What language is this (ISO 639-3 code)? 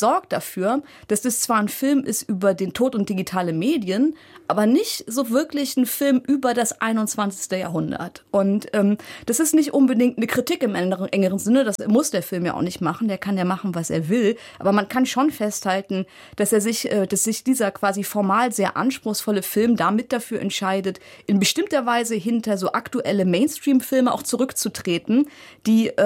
deu